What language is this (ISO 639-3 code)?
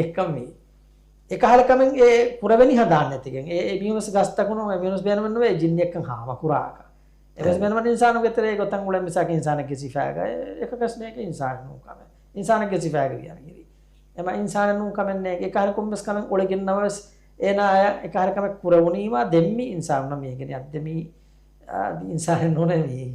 div